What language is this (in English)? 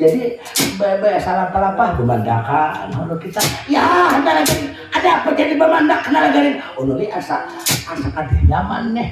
Banjar